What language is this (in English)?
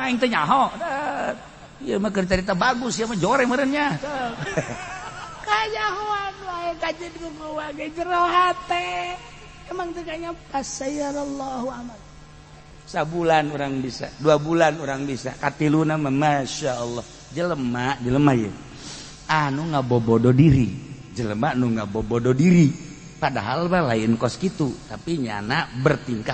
Sundanese